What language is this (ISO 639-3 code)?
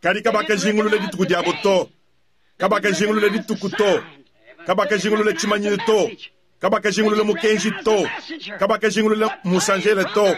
lua